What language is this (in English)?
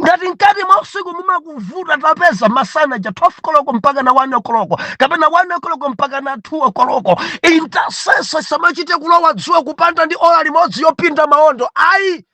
Nyanja